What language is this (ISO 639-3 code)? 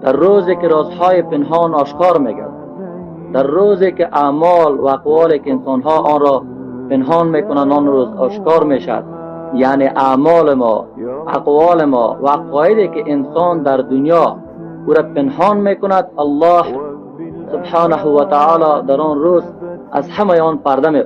fas